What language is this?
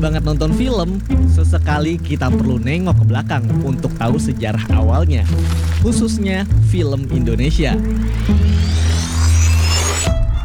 Indonesian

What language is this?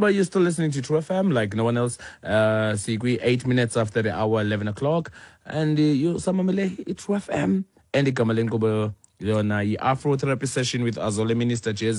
Xhosa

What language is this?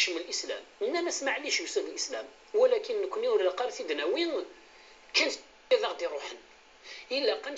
Kabyle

